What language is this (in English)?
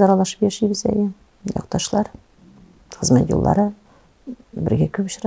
Tatar